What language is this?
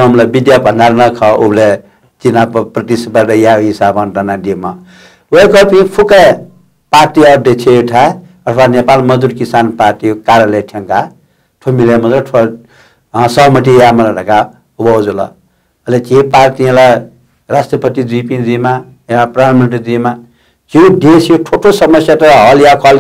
Newari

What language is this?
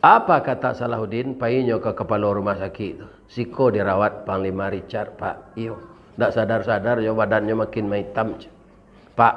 Minangkabau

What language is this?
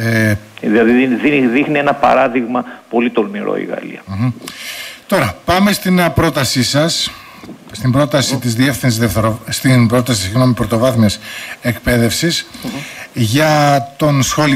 Greek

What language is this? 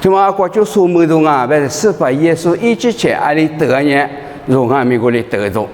Lisu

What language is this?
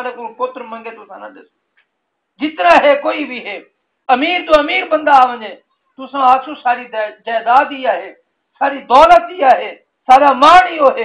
Saraiki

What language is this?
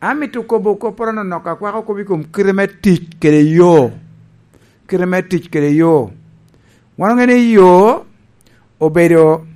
Lango (Uganda)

